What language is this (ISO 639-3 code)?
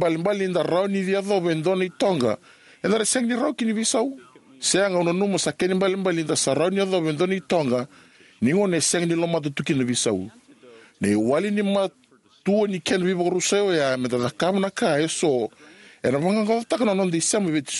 fij